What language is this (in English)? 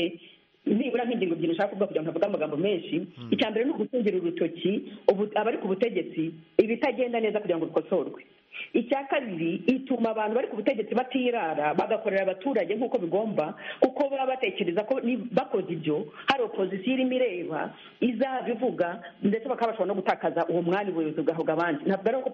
Kinyarwanda